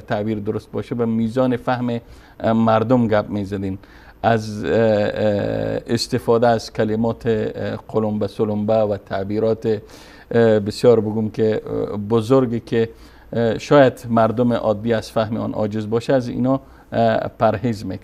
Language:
Persian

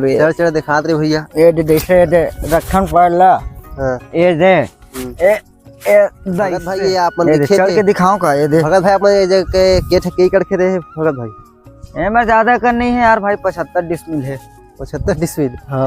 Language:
Chhattisgarhi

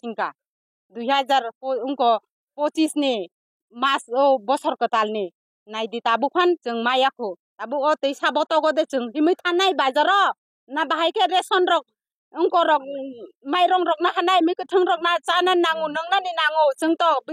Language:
Kok Borok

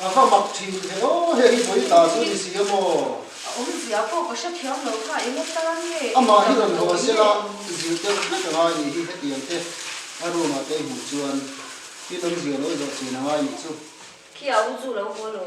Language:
Mizo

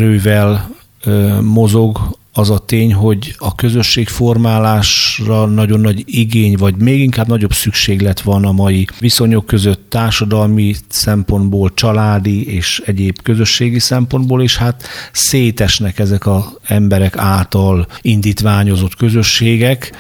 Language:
Hungarian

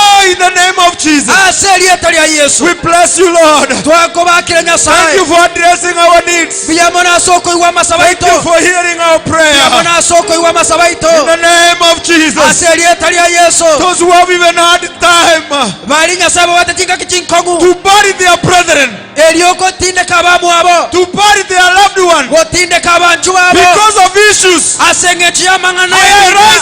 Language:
Gusii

